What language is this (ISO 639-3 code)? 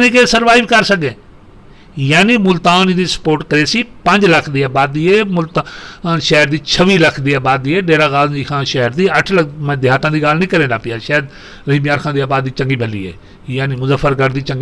skr